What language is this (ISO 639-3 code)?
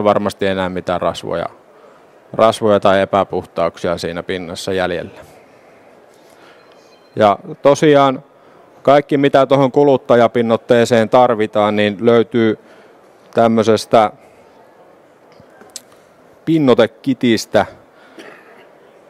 fin